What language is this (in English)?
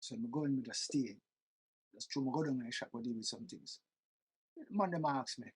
Jamaican Creole English